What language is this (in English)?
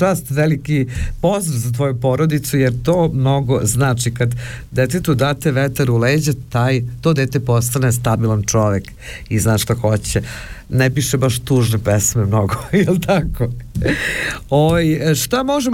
Serbian